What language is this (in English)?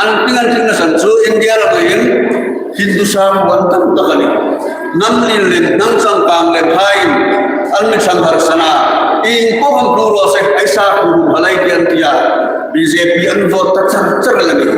Hmar